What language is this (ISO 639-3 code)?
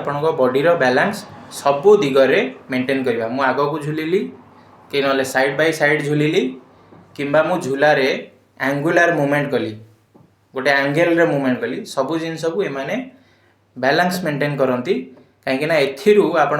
ori